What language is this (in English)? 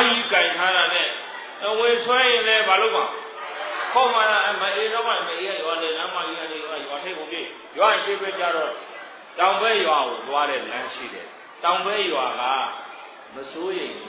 Burmese